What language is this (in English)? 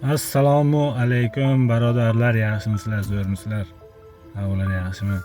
Uzbek